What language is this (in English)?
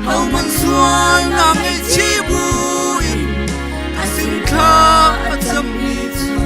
Hakha Chin